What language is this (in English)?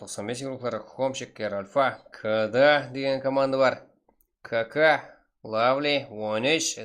Kara-Kalpak